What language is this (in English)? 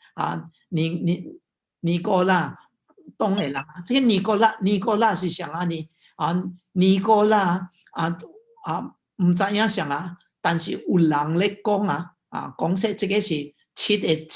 Min Nan Chinese